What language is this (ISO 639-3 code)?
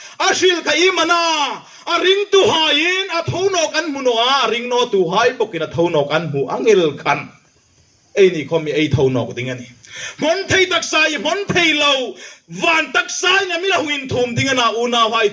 hmr